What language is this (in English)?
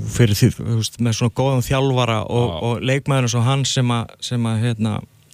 Icelandic